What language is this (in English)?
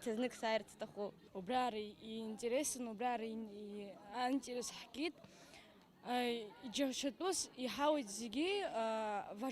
Abkhazian